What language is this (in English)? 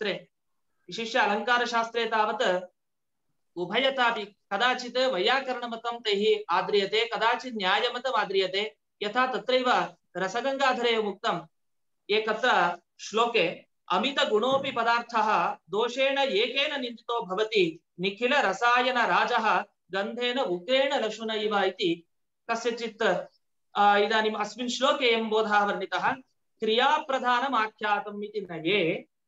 Sanskrit